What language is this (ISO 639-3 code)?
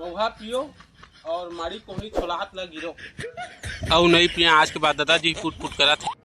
hne